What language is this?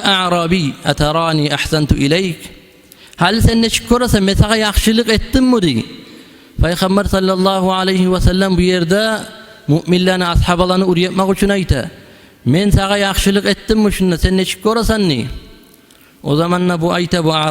Kumyk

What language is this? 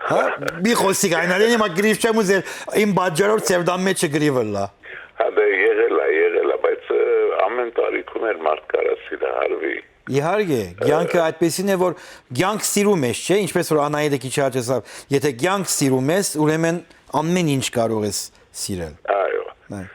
Western Armenian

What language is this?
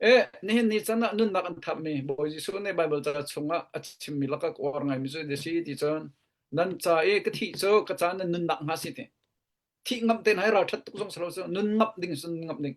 Hakha Chin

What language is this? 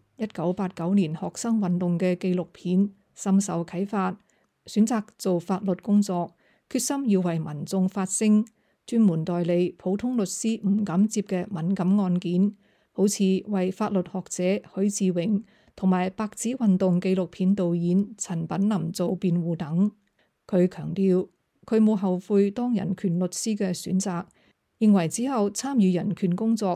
Cantonese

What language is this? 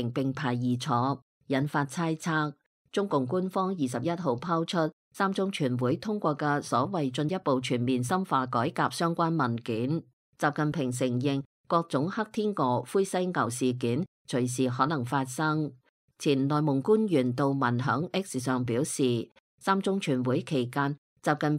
Cantonese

